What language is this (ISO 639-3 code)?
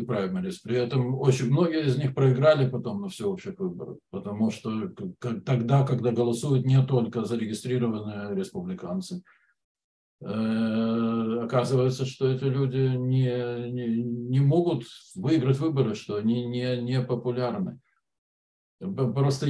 rus